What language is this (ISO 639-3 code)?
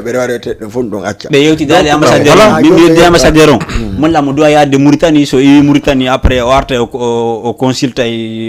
ful